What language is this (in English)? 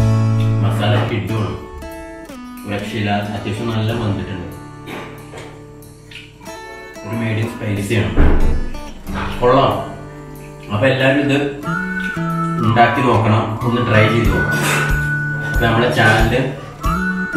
Malayalam